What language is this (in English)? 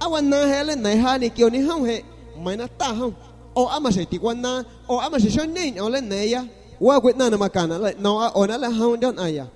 San Pedro Amuzgos Amuzgo